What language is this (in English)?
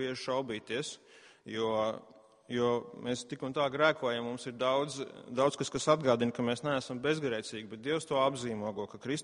Latvian